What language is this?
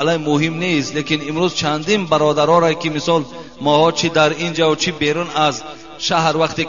Tajik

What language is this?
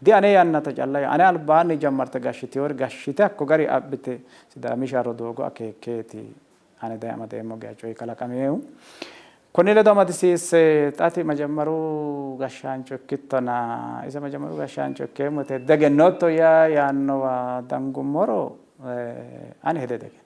Sidamo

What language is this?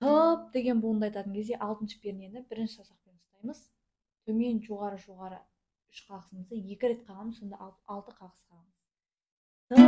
Kazakh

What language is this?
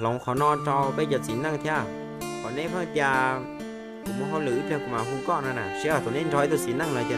Hmong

